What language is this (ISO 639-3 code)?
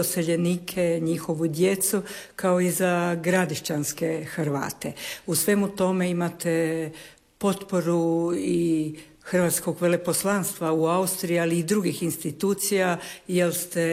hrv